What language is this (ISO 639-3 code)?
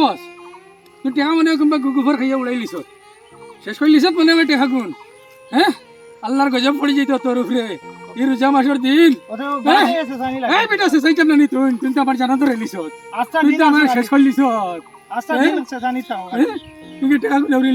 syl